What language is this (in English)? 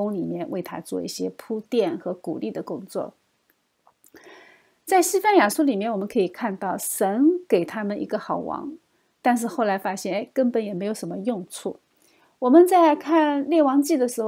Chinese